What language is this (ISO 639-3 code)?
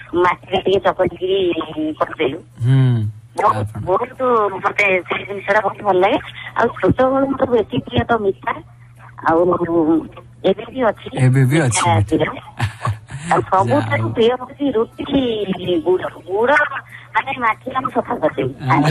ori